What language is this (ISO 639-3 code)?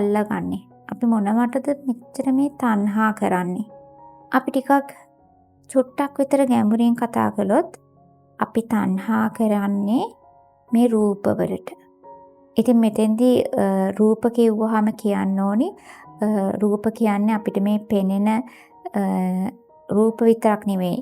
sin